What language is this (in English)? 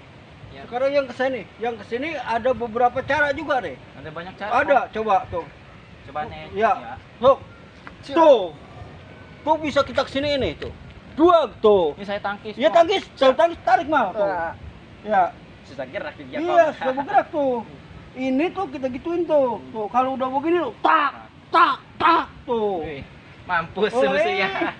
Betawi